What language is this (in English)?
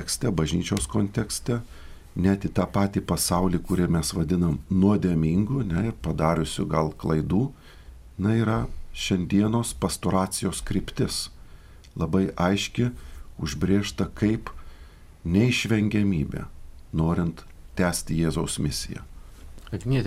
Lithuanian